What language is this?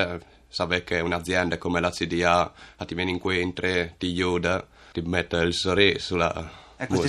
Friulian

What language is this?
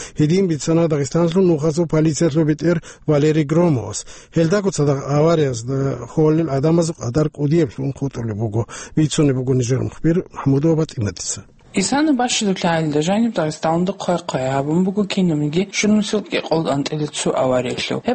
Avaric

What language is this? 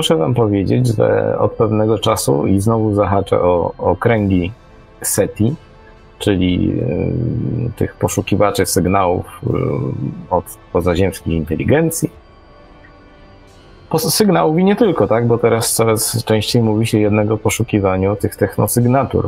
Polish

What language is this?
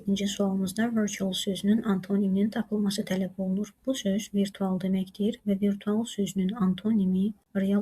Azerbaijani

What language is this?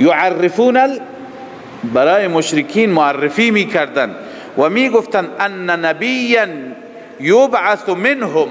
Persian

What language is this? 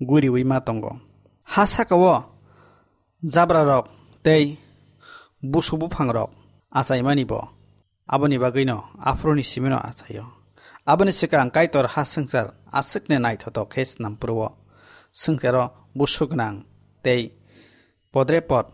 Kok Borok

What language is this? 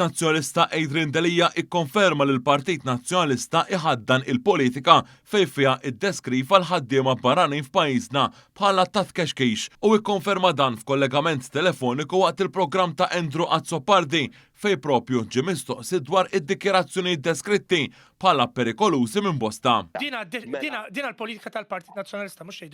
Maltese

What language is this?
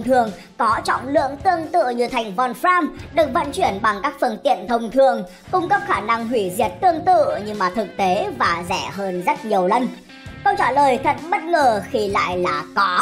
Vietnamese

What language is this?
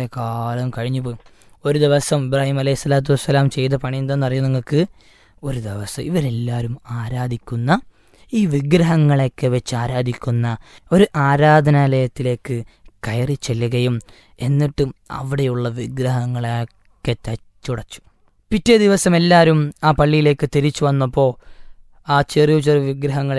Malayalam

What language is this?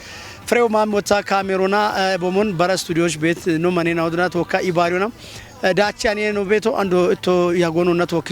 Kafa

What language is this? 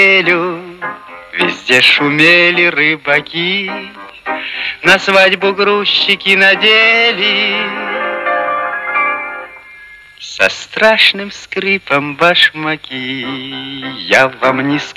Russian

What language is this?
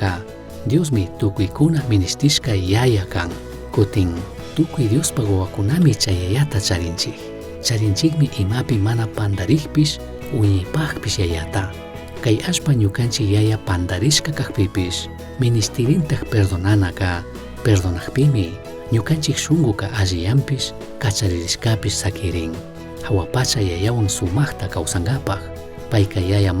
Chimborazo Highland Quichua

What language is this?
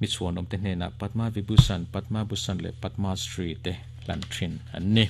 Mizo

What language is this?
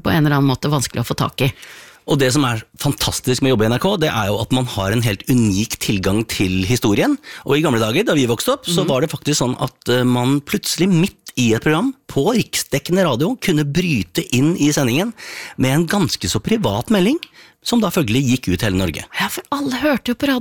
Norwegian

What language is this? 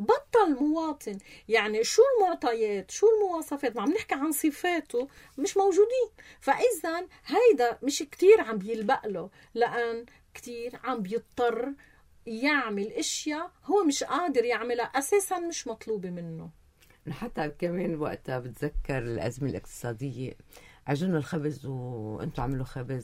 North Levantine Arabic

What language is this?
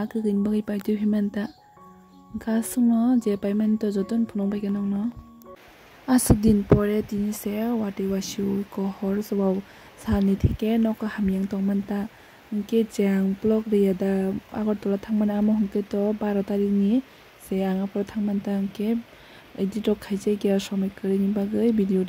Kok Borok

